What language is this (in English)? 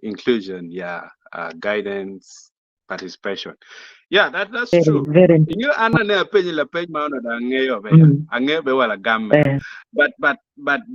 Acoli